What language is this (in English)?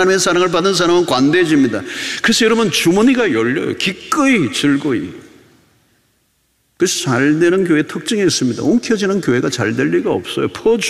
Korean